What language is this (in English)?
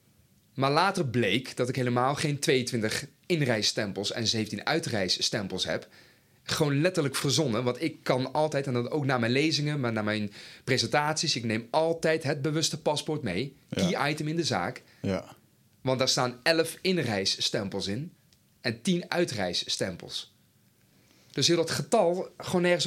Dutch